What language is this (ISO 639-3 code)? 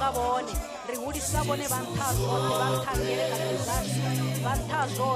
ven